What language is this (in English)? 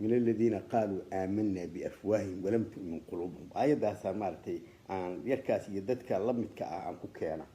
Somali